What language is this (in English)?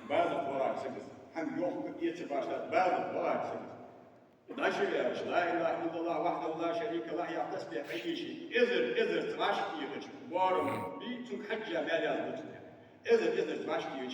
Ingush